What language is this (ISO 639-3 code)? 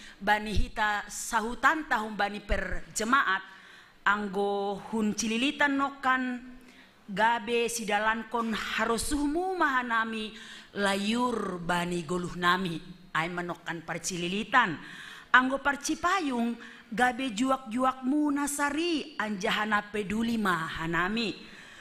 bts